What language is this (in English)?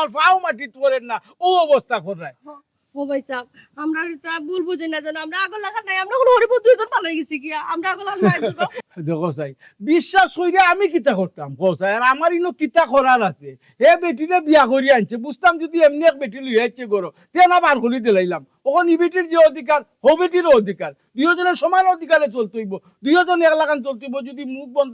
Sylheti